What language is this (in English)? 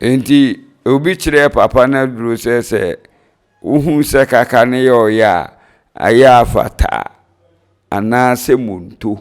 Akan